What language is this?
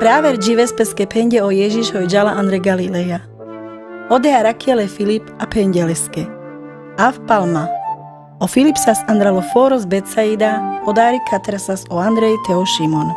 Carpathian Romani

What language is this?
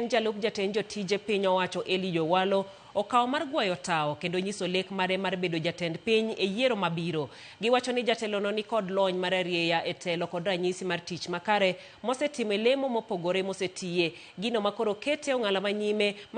Luo (Kenya and Tanzania)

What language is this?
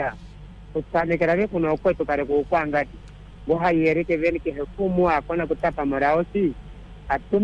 Swahili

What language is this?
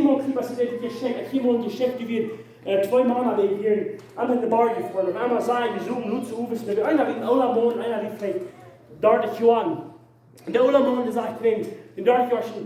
Plautdietsch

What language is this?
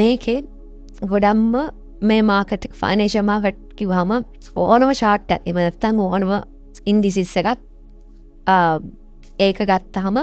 Sinhala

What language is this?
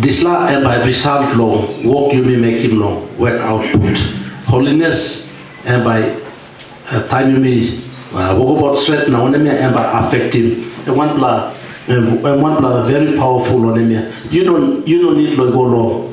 Tok Pisin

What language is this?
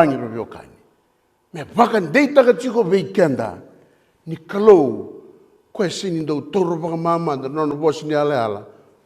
Fijian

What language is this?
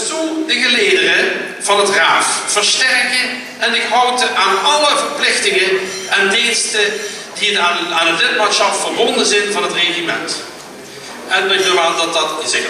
Limburgish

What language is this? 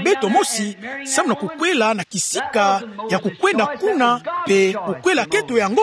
Kituba (Democratic Republic of Congo)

